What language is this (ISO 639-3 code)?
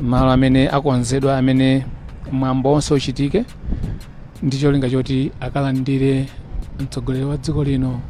nya